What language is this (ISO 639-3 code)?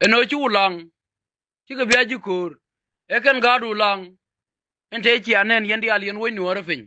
nus